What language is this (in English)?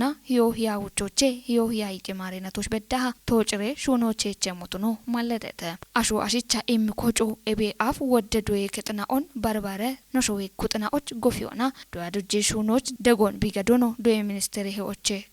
Kafa